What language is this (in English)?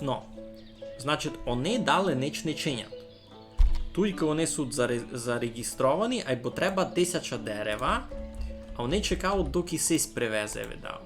Rusyn